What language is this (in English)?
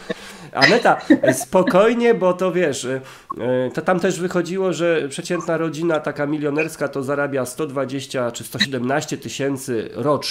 Polish